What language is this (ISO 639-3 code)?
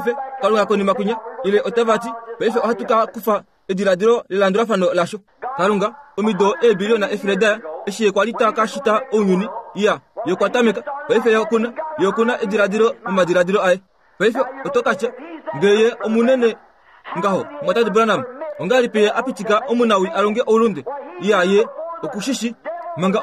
kua